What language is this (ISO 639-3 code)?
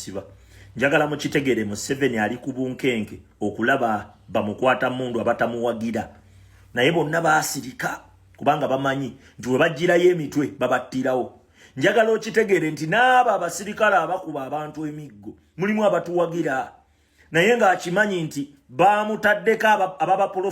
lug